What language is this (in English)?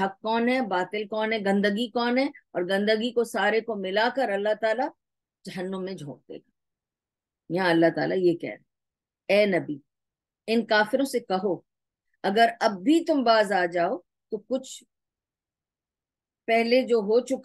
Urdu